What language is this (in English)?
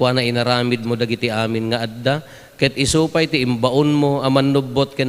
Iloko